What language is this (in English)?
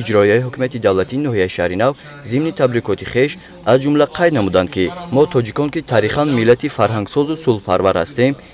Tajik